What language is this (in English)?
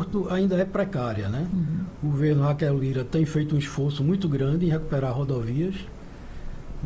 Portuguese